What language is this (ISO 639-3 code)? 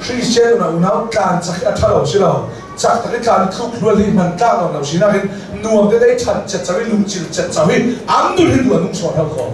cnh